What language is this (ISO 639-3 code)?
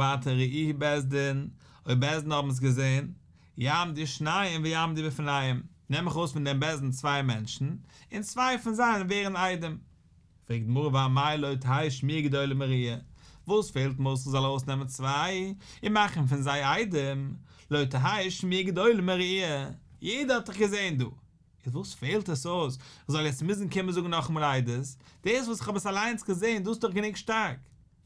yid